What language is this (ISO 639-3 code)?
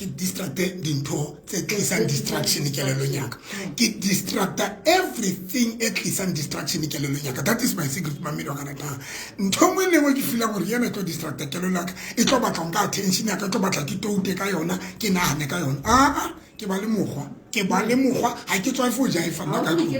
sot